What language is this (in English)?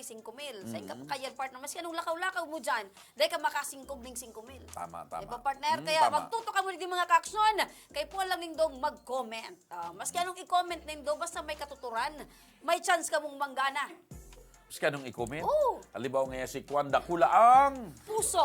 Bikol